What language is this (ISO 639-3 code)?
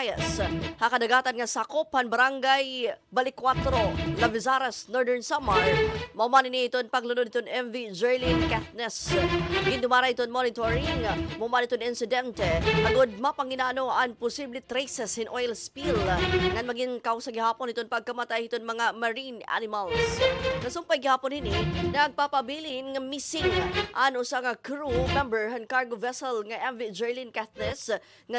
war